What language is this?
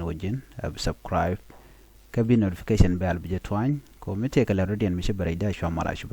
Nuer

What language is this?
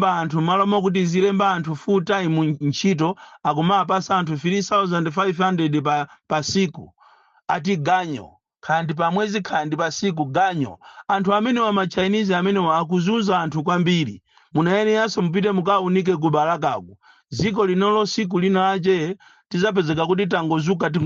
Nyanja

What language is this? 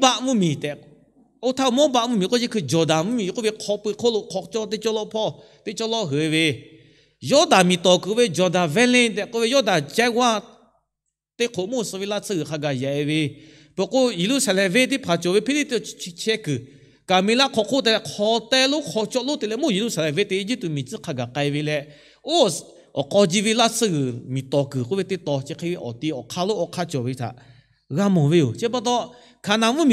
Lahu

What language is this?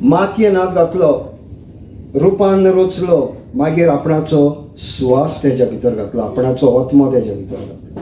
Konkani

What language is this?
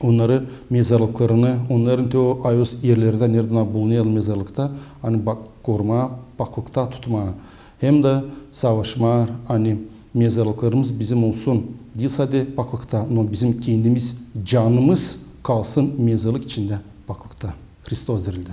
Gagauz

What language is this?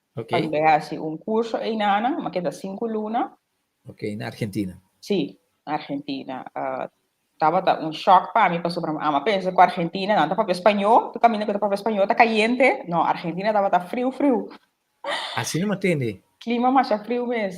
Papiamento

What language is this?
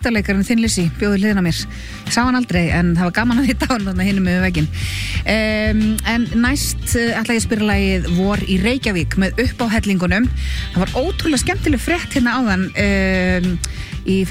Icelandic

